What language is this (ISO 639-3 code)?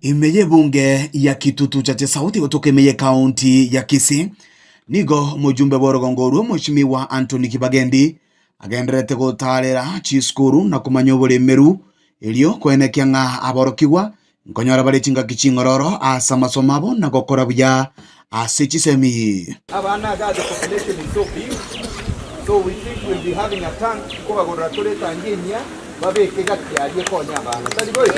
guz